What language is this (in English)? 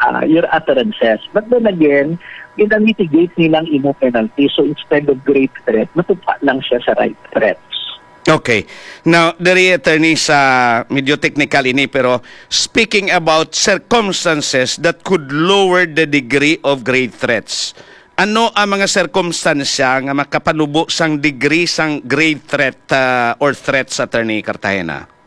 Hiligaynon